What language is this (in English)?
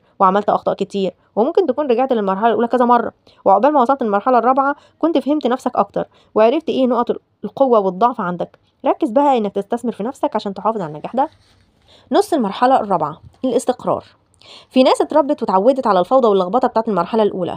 Egyptian Arabic